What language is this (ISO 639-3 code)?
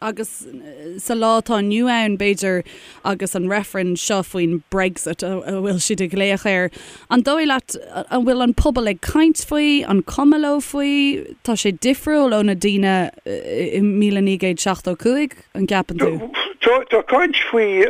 gle